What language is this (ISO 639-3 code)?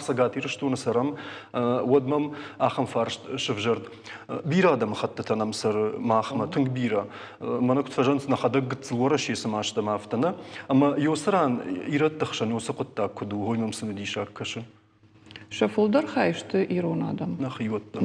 oss